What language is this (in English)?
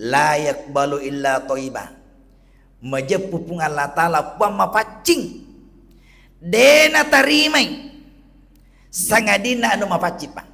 Buginese